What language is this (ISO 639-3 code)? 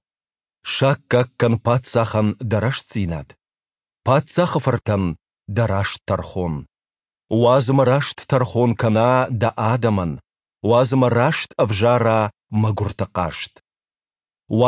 oss